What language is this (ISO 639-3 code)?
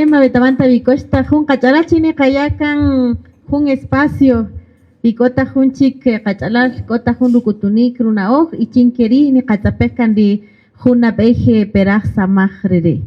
cak